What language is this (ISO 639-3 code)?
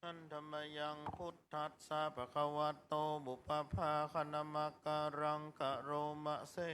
pli